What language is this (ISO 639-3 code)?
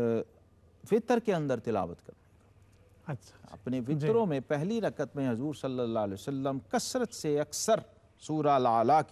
urd